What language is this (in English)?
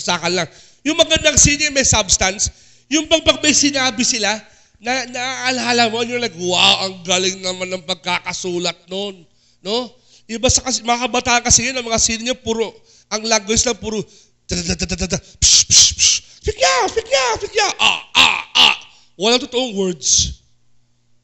Filipino